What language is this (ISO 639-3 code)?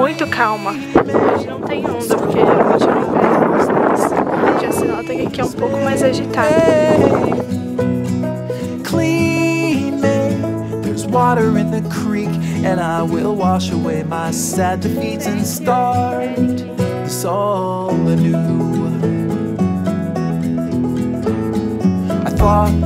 por